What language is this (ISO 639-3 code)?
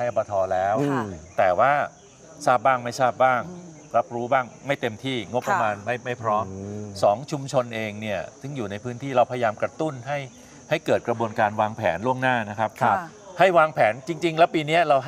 tha